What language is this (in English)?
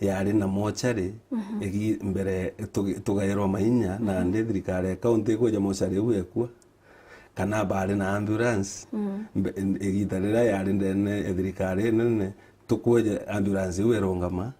Meru